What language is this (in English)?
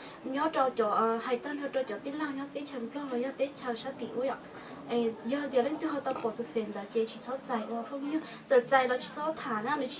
Hmong